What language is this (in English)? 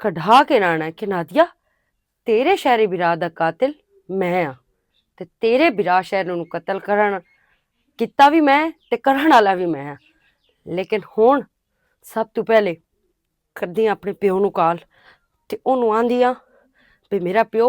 Western Panjabi